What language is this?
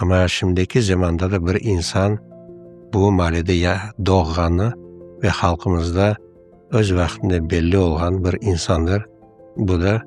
Crimean Tatar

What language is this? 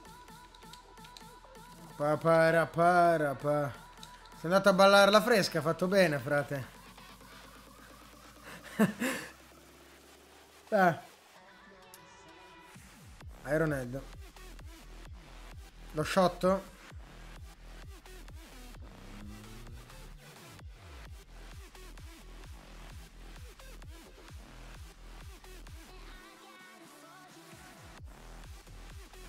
Italian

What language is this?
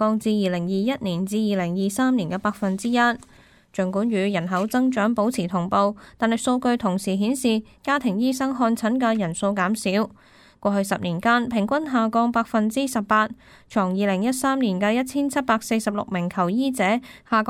Cantonese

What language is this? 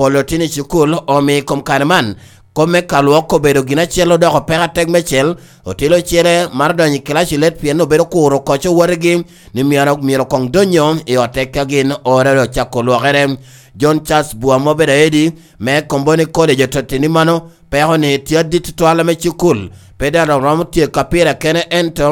Lango (Uganda)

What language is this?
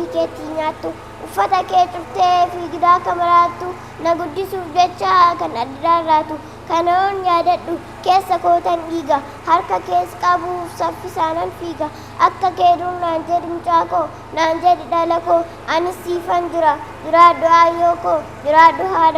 Oromo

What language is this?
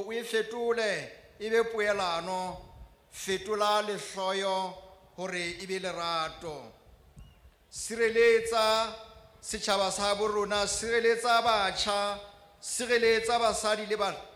Southern Sotho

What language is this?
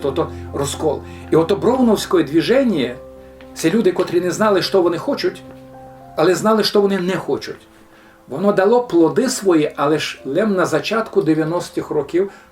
Rusyn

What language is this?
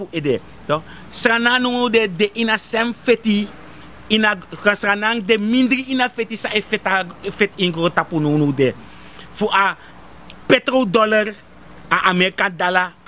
Sranan Tongo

